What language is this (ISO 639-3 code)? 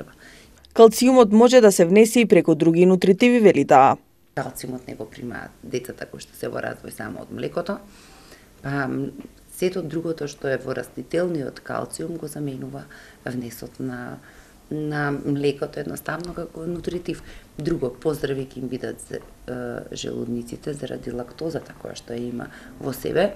mkd